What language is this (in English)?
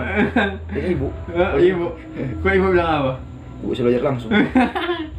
Manado Malay